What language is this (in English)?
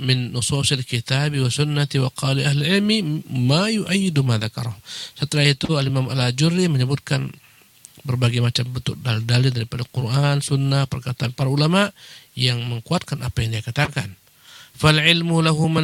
Indonesian